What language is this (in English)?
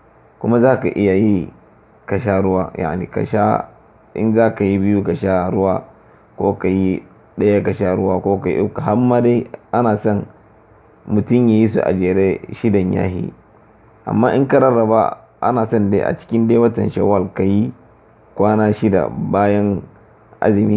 Hausa